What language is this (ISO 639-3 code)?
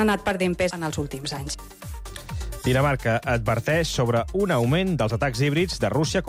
cat